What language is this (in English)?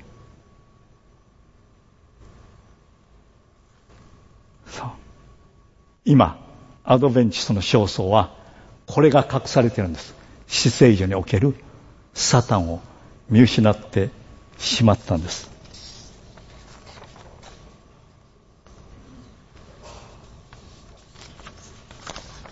Japanese